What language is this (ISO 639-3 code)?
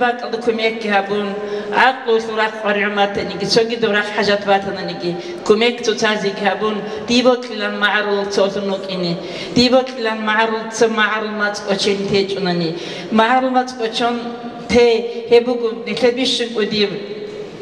ava